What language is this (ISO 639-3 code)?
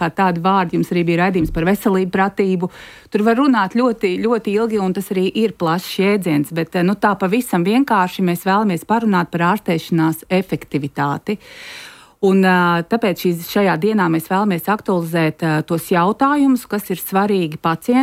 lav